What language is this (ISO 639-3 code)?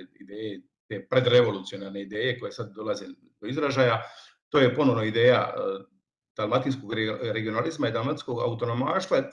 hrv